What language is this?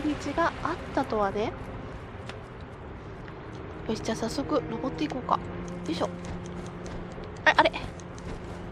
Japanese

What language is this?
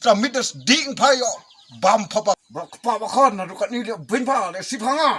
Khasi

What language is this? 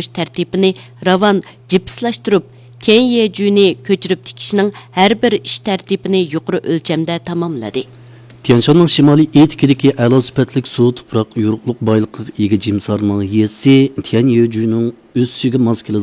Uyghur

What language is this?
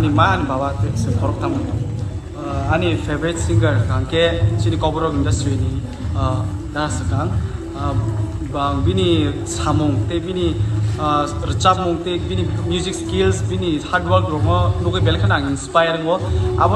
Kok Borok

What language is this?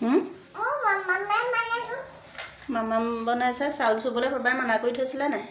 Assamese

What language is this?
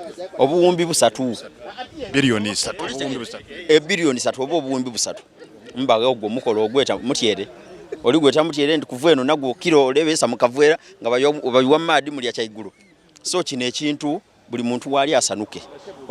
Soga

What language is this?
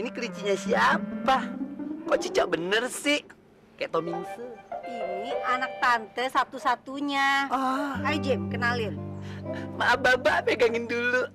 Betawi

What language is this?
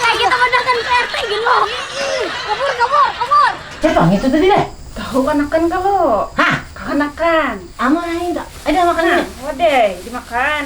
Banjar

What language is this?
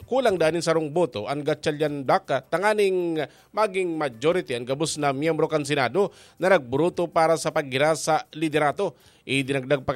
Bikol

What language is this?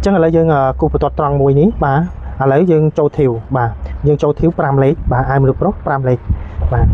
Khmer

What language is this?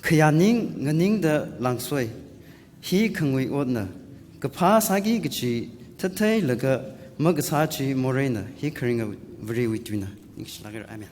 Tangkhul Naga (India)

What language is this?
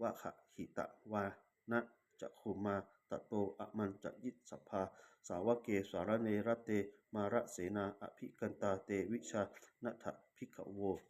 Pali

